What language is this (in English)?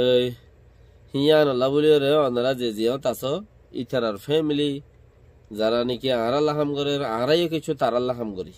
Rohingya